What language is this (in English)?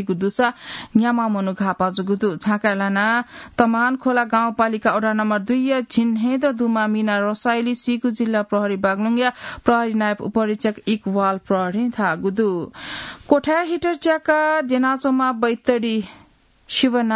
Newari